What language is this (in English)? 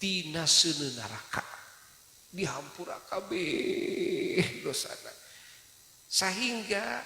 Sundanese